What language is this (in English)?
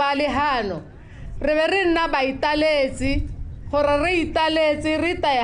Tswana